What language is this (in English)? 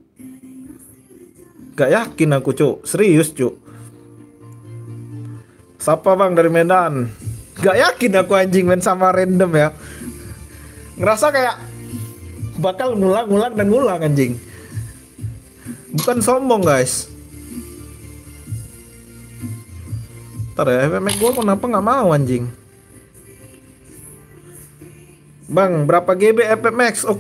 Indonesian